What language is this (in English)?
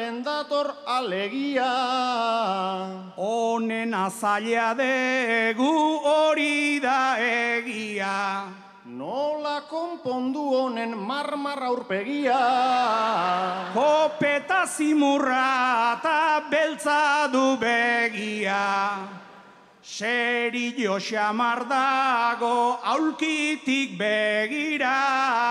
Basque